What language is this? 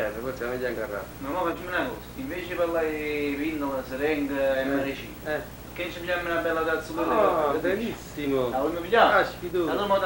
Neapolitan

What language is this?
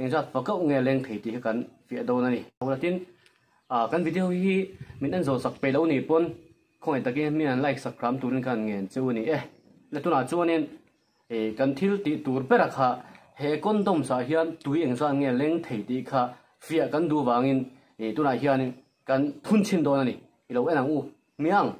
Mizo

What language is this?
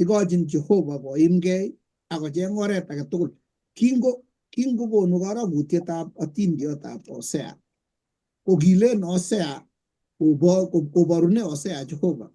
Kalenjin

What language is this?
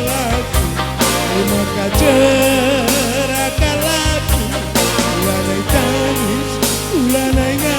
Batak Karo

